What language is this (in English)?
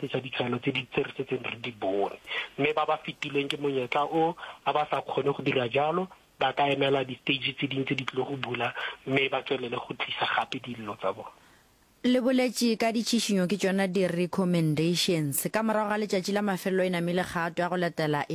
Northern Sotho